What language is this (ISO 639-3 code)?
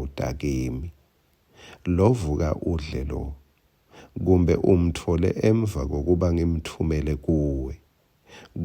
ssw